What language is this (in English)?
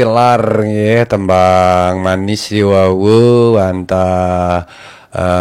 Balinese